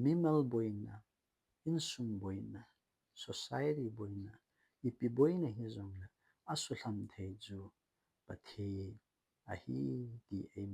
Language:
Thado Chin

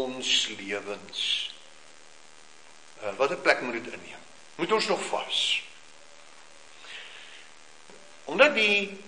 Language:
Afrikaans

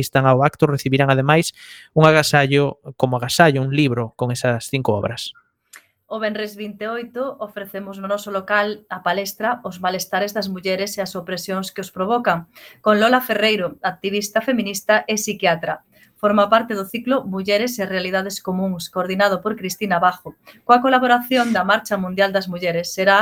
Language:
Galician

